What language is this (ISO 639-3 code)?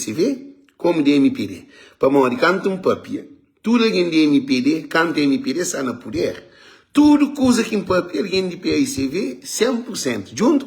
kea